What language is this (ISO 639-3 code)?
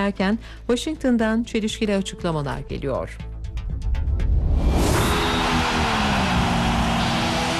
tur